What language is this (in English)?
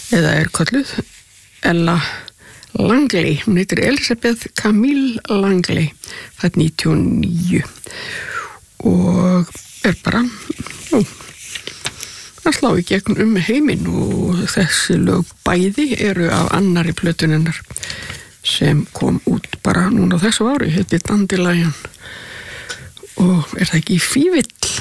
Icelandic